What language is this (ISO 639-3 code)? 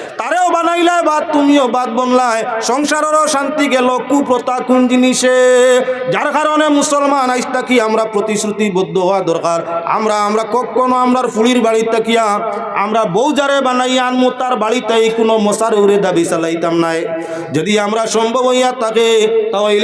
syl